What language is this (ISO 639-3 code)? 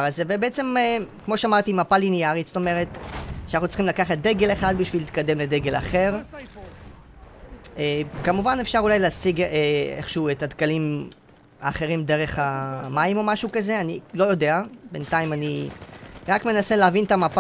heb